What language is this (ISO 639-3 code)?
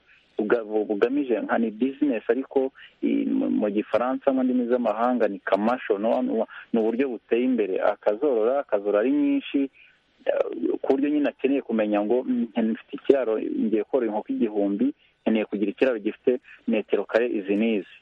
kin